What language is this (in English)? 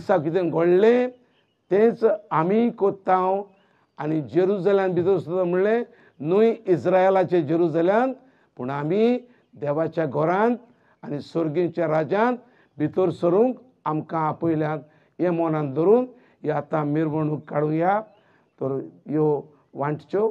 Konkani